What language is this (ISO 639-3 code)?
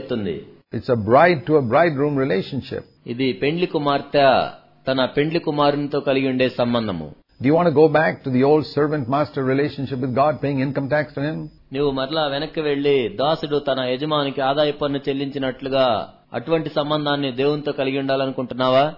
tel